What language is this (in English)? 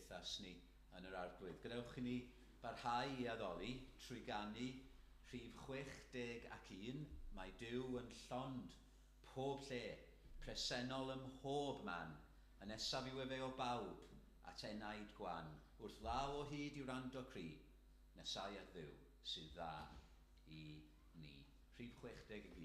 Welsh